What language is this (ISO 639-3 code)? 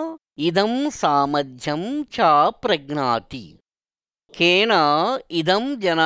san